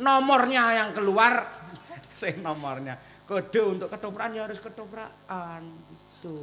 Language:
Javanese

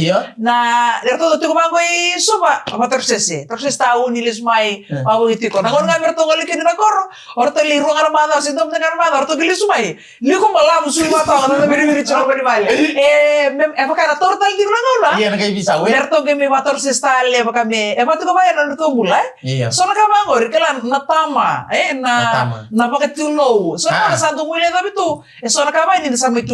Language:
Fijian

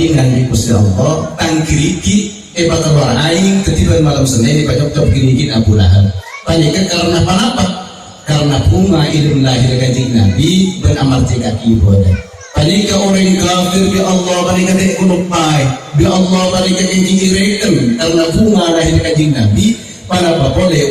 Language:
Madurese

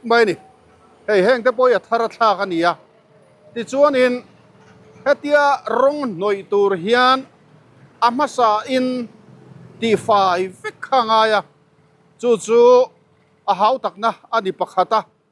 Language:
Mizo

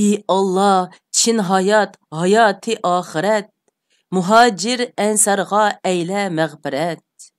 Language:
Uyghur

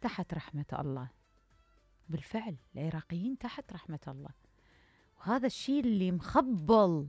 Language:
Mesopotamian Arabic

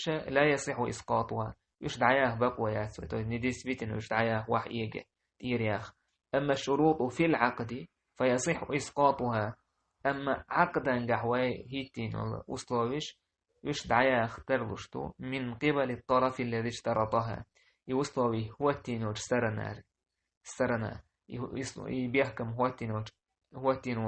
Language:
Chechen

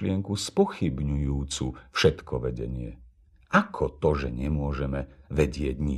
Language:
Slovak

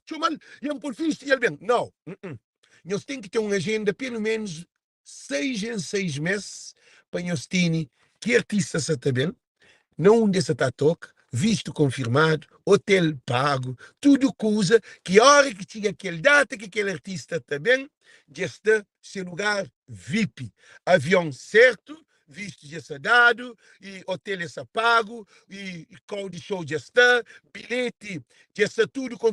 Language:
Kabuverdianu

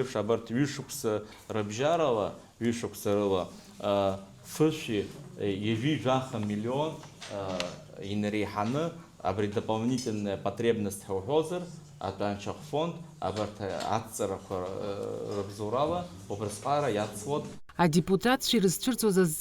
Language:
Abkhazian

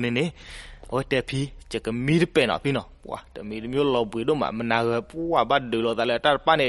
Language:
S'gaw Karen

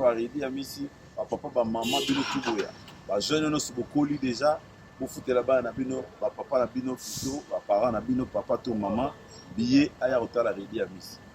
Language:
Lingala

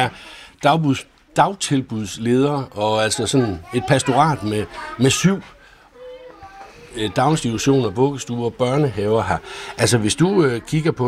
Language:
Danish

